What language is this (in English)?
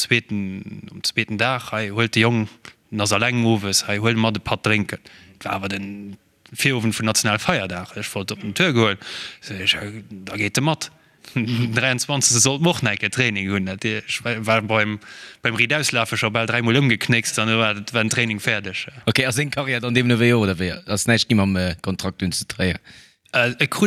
Luxembourgish